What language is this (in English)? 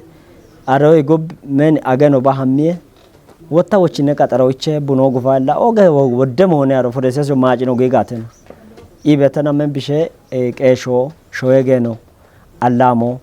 Kafa